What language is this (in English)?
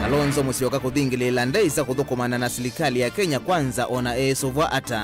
Kamba